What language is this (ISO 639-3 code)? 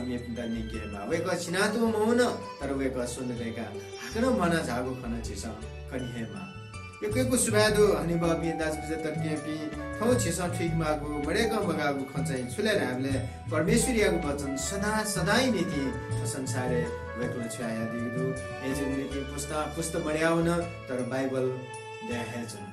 new